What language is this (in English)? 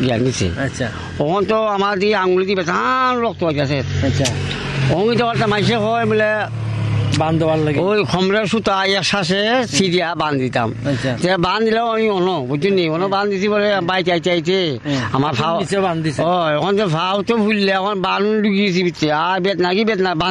Bangla